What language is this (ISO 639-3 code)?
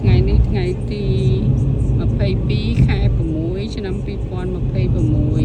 khm